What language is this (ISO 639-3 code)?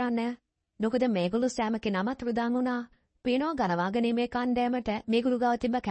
sin